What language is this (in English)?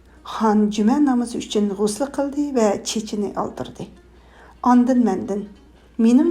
Uyghur